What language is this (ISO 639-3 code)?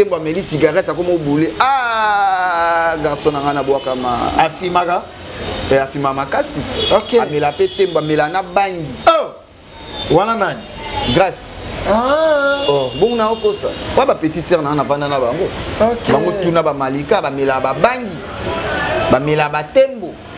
lin